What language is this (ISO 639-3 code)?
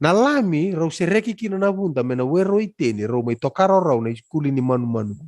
fij